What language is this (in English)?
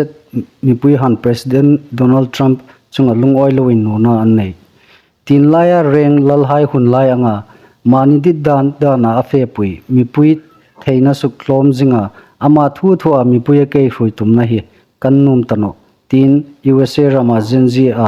Hmar